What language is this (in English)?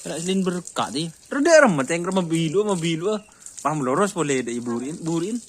Madurese